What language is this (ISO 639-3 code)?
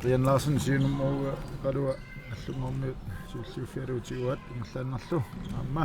kal